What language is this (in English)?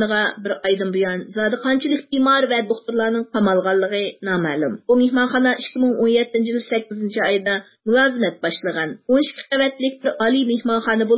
Uyghur